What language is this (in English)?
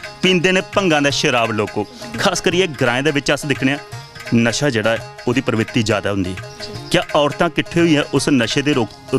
Dogri